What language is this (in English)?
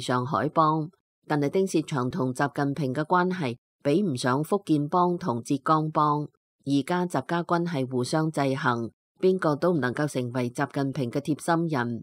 Cantonese